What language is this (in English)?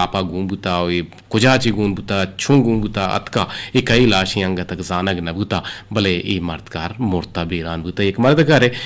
Eastern Balochi